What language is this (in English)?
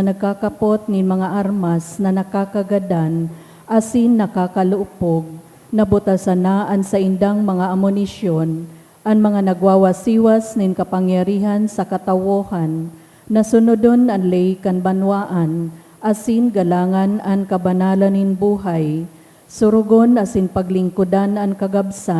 Bikol